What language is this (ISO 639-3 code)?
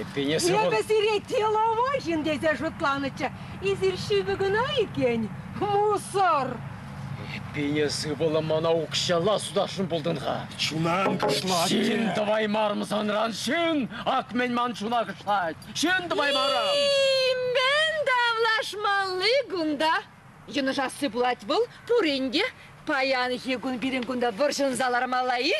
chv